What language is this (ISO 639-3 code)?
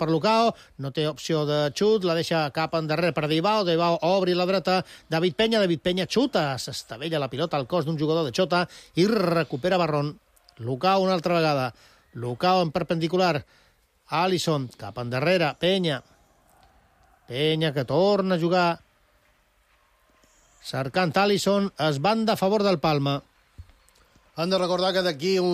cat